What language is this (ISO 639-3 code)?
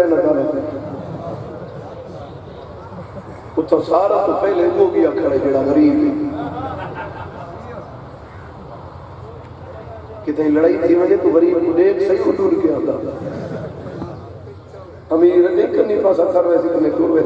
urd